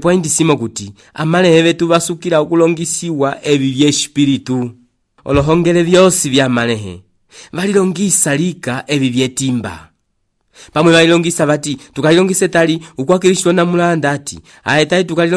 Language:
Umbundu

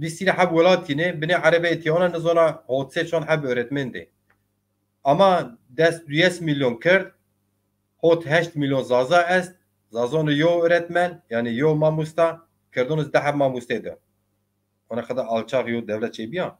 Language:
Zaza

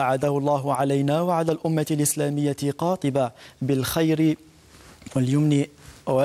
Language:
Arabic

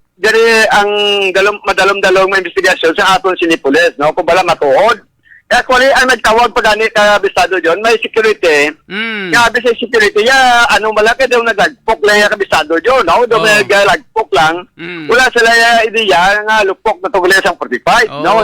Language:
Hiligaynon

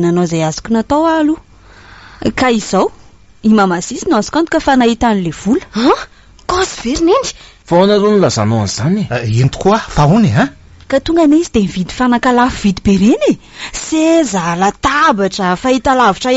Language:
Malagasy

